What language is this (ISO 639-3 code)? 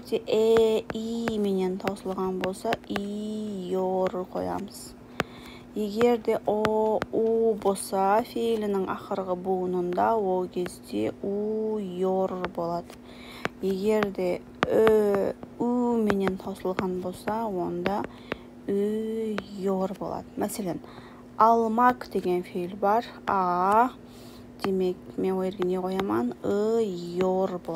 kaa